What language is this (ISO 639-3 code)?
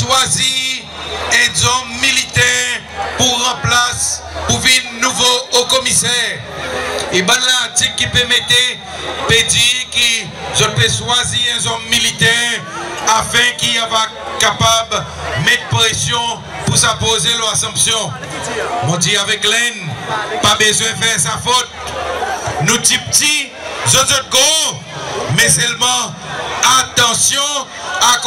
crs